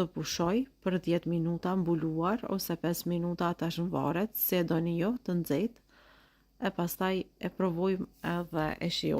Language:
Albanian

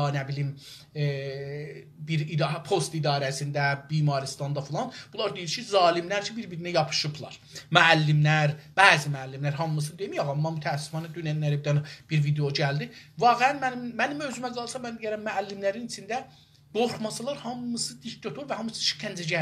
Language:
South Azerbaijani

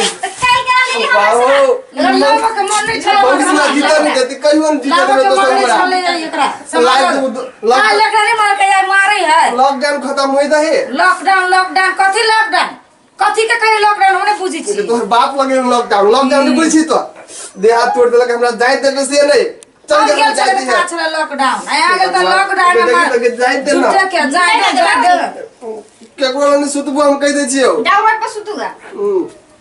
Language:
Maithili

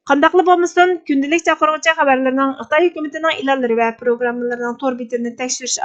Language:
Uyghur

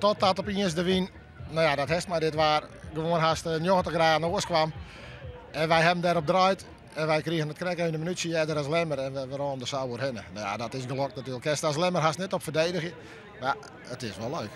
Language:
Western Frisian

